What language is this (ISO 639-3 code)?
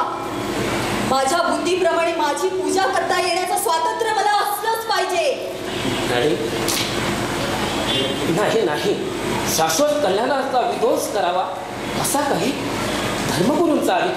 mar